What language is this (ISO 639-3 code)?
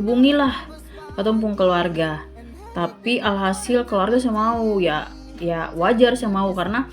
abs